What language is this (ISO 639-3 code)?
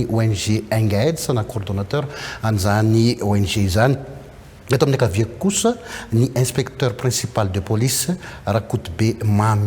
mlg